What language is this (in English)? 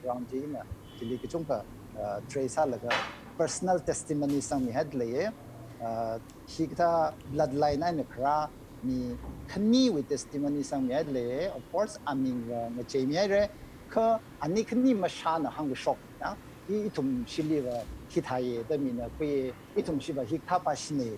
Tangkhul Naga (India)